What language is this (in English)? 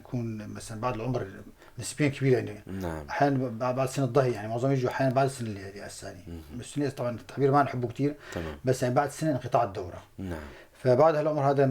North Levantine Arabic